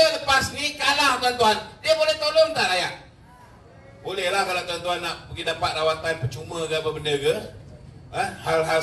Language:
Malay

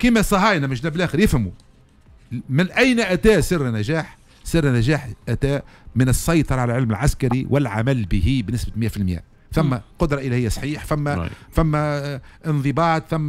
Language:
Tunisian Arabic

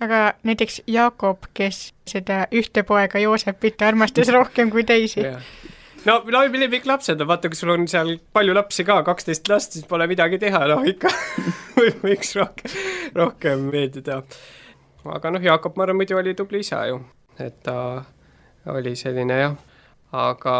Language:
Estonian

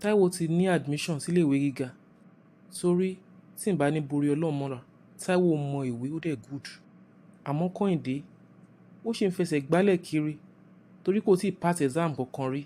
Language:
Yoruba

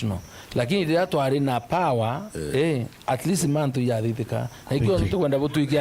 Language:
Meru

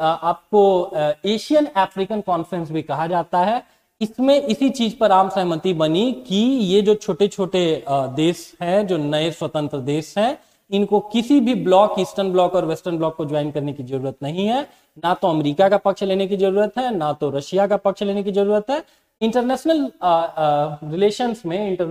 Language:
Hindi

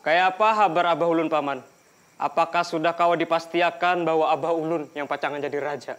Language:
Banjar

